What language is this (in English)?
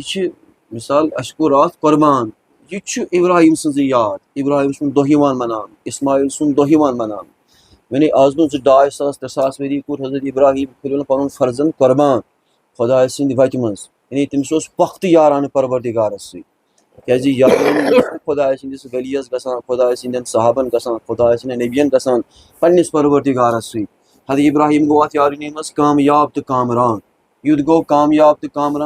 Kashmiri